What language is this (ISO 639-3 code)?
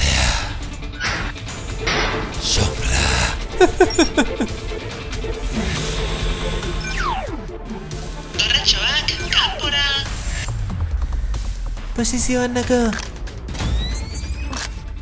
eus